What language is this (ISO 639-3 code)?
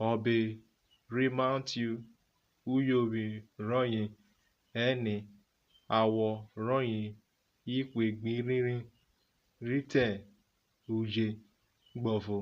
urh